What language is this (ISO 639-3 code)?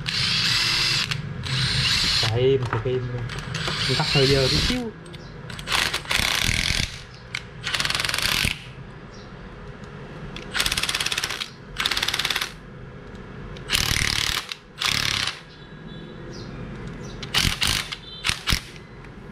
vie